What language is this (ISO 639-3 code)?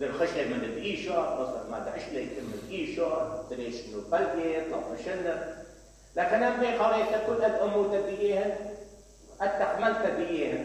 acm